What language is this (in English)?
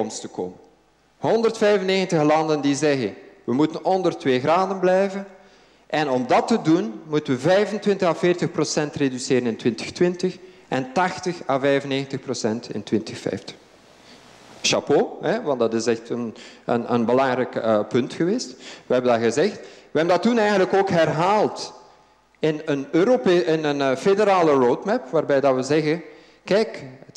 Dutch